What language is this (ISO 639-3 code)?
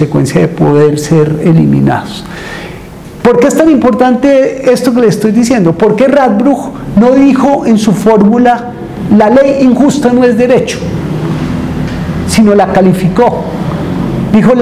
spa